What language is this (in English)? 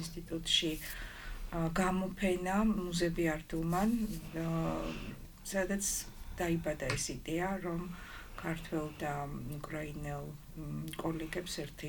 Georgian